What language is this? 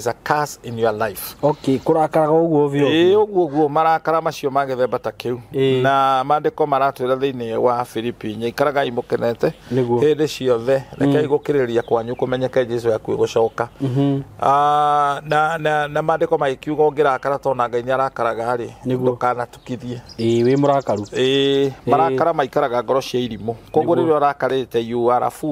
Kikuyu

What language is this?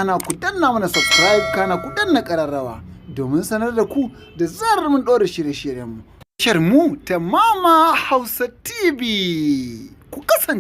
Hausa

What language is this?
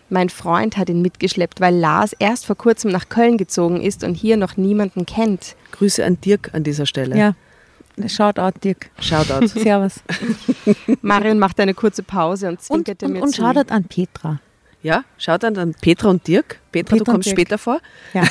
German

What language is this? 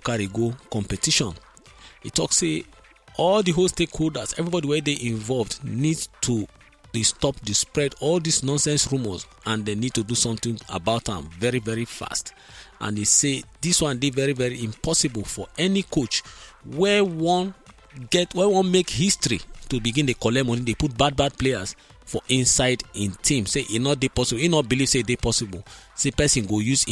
Nigerian Pidgin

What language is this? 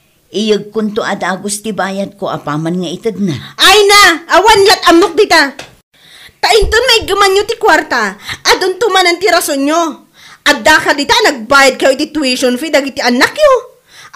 Iloko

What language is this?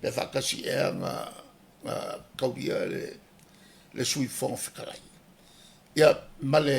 Samoan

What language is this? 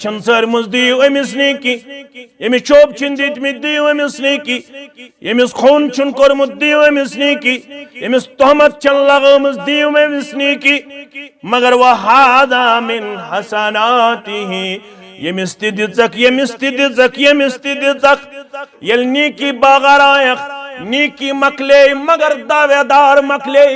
Kashmiri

